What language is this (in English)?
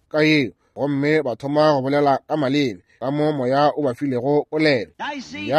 Northern Sotho